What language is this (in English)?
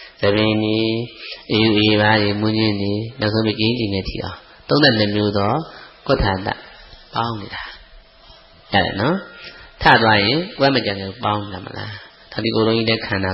Burmese